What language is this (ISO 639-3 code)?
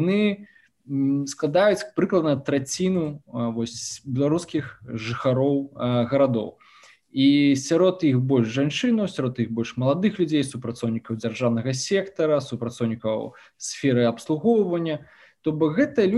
bel